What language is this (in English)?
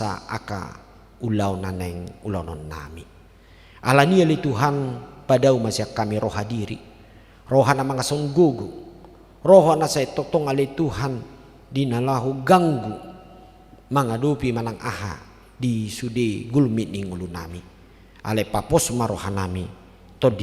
Batak Toba